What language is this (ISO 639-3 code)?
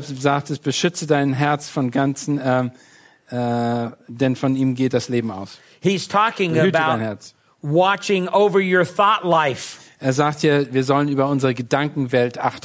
deu